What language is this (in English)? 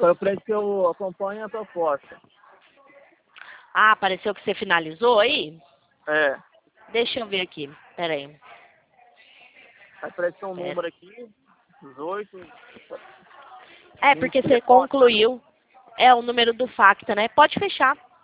Portuguese